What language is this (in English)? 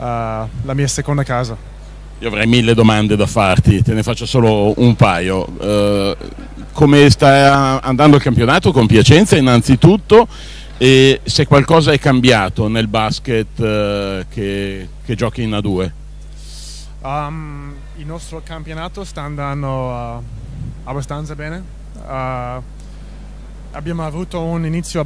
Italian